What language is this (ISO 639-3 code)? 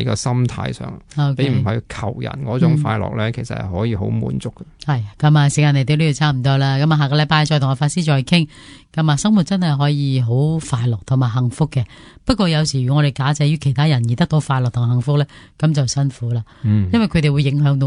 yue